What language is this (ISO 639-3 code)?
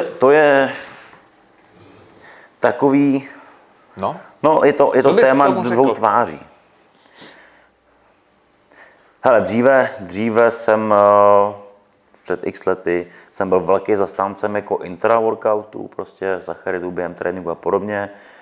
ces